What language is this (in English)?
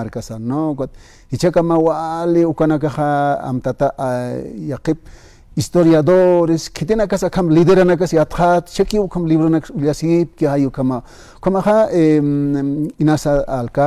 Aymara